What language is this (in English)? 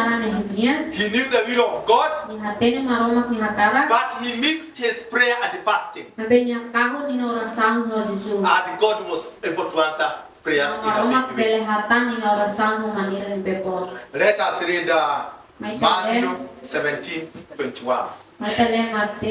Tetum